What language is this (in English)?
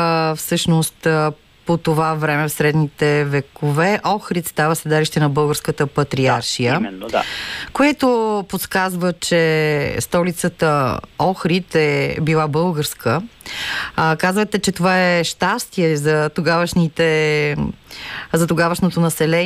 Bulgarian